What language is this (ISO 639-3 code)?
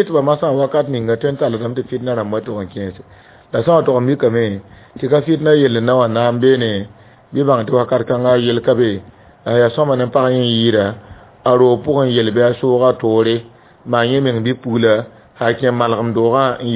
mos